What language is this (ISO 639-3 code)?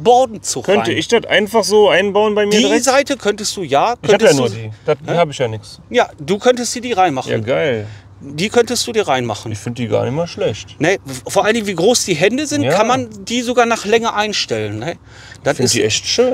deu